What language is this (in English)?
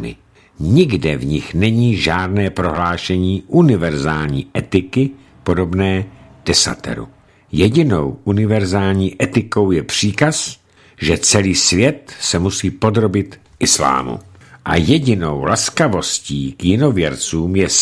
Czech